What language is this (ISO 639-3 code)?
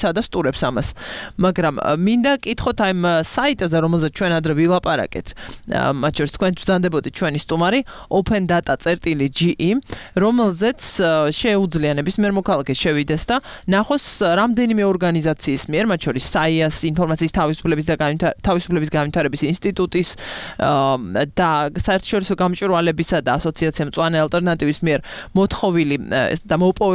kat